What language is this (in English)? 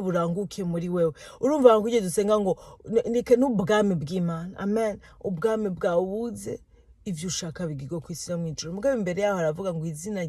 Rundi